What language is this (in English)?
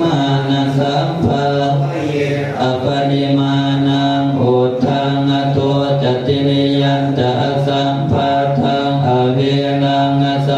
Pali